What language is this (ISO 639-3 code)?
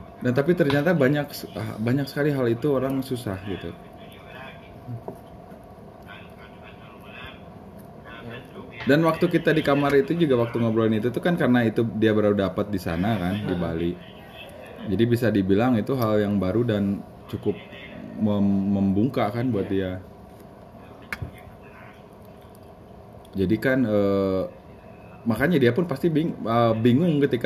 ind